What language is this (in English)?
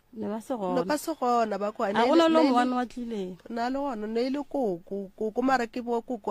Northern Sotho